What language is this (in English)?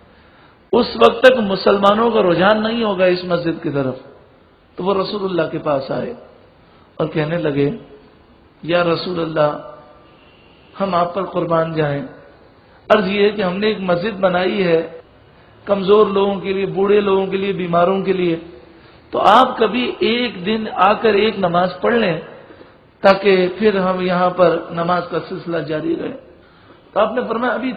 Urdu